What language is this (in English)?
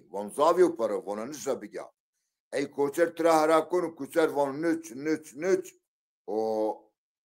Zaza